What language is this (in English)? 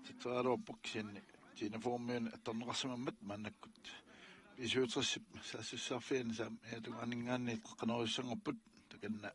Kalaallisut